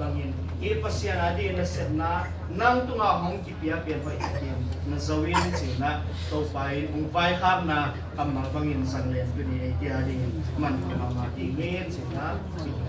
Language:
Tedim Chin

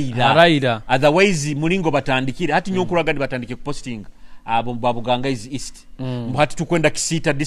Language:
Nyoro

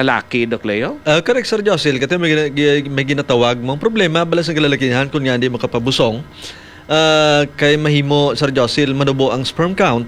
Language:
Hiligaynon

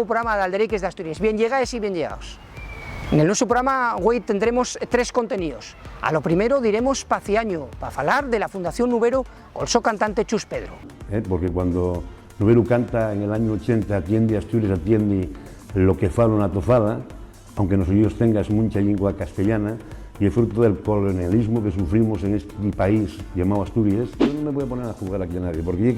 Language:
Asturian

